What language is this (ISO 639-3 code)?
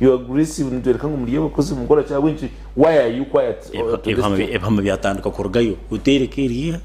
nyn